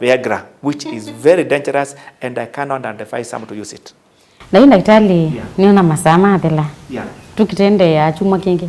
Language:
Kamba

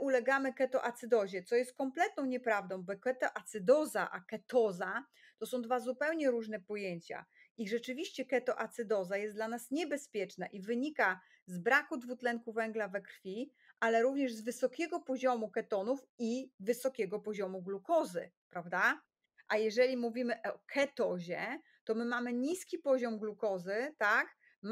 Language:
Polish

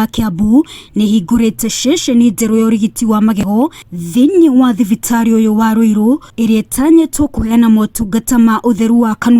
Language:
Kikuyu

